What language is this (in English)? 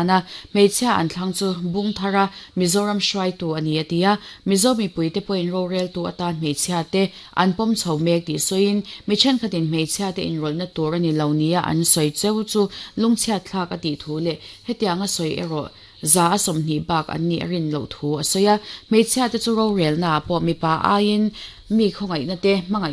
Mizo